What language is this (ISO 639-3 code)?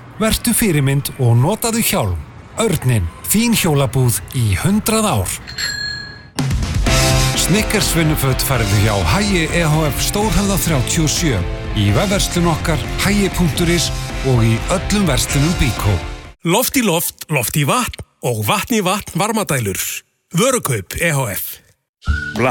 isl